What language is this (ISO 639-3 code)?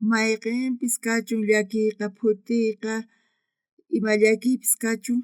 quh